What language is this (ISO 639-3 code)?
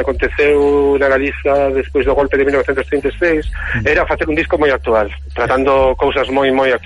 glg